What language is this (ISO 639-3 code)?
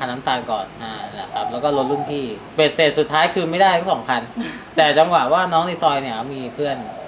tha